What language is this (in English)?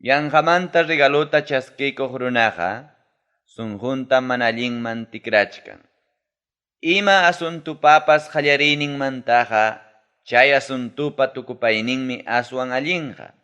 Ayacucho Quechua